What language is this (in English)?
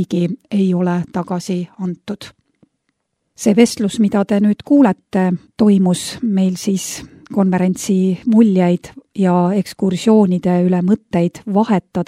Estonian